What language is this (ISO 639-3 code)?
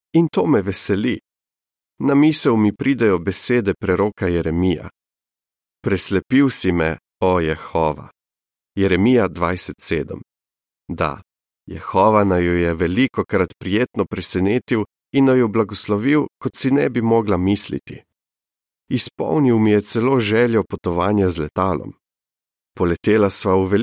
slv